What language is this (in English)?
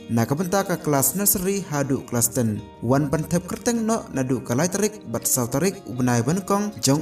Khasi